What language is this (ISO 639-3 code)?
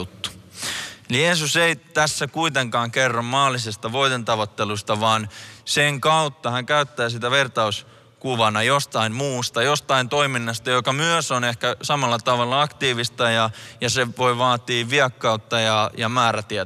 fin